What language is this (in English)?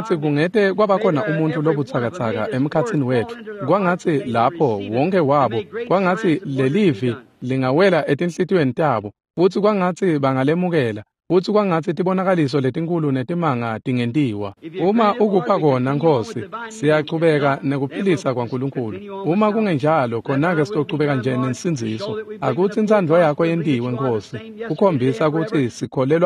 Swati